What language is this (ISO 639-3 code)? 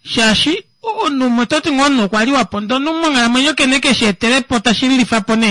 kua